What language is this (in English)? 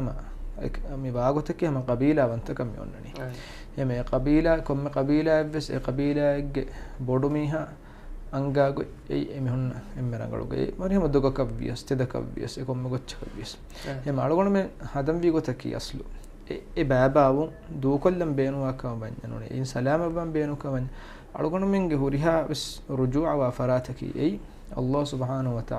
Divehi